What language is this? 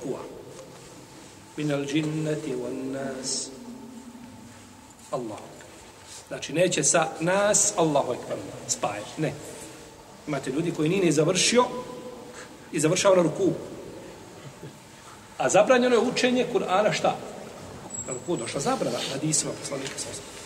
Bosnian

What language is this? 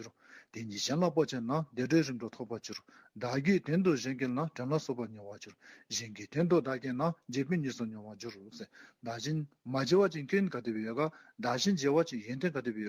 Dzongkha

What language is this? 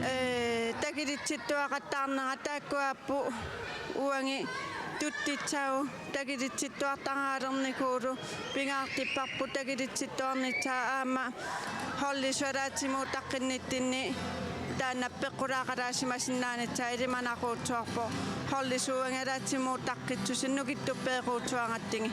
Kalaallisut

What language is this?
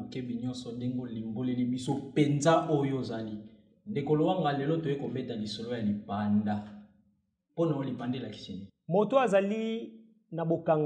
Lingala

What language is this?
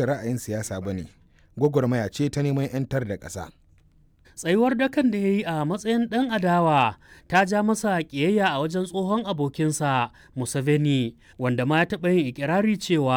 Hausa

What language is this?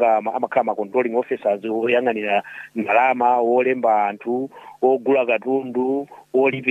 Nyanja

